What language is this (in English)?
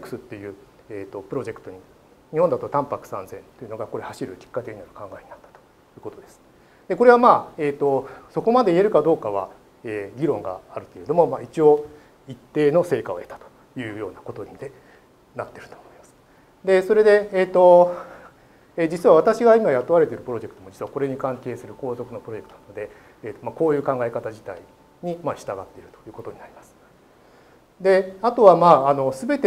Japanese